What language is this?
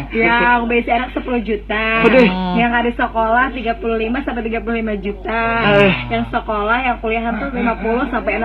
Banjar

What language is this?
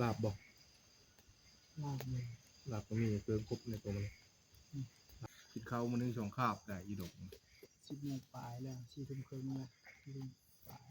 Northeastern Thai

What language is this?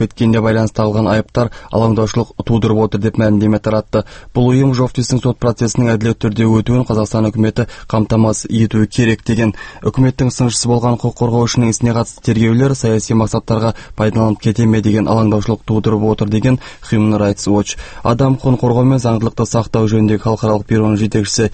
Kazakh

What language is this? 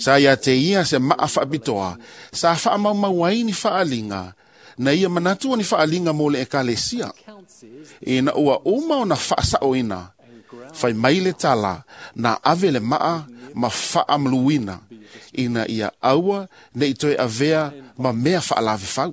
Samoan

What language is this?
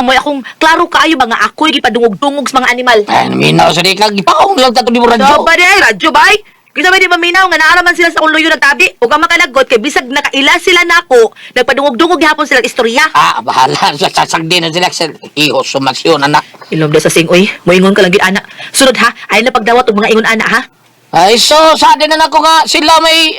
Cebuano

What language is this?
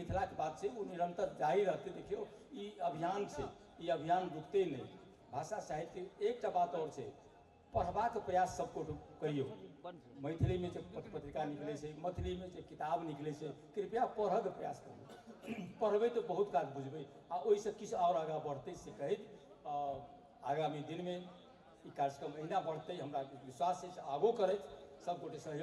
Maithili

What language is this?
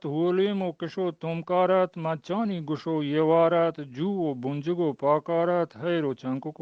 Eastern Balochi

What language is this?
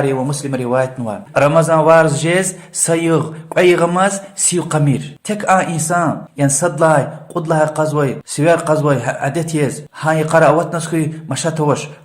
Lezghian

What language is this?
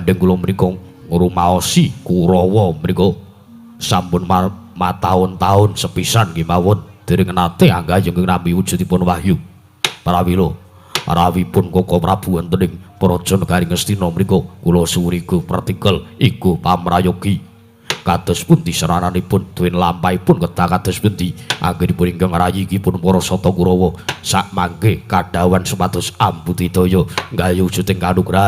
Javanese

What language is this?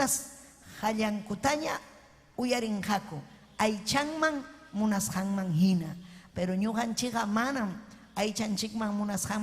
Ayacucho Quechua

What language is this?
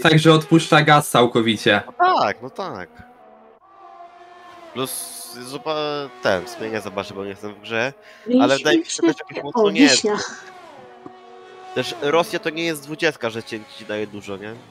Polish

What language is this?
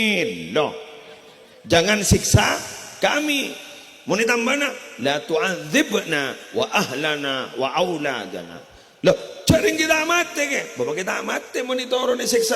Madurese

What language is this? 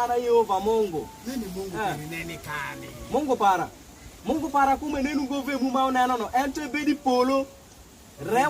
Alur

